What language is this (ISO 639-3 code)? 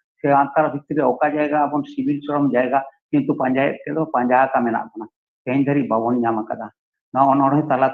sat